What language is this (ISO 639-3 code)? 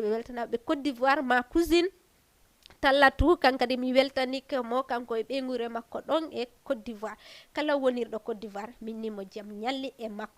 ful